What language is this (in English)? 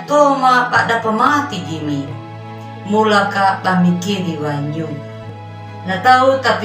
Anakalangu